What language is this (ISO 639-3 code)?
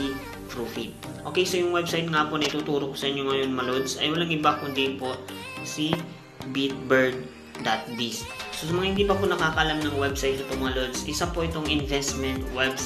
fil